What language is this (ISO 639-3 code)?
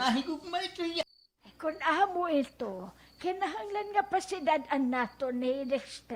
war